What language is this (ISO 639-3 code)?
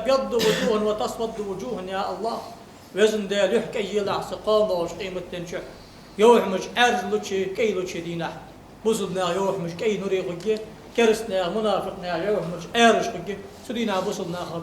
inh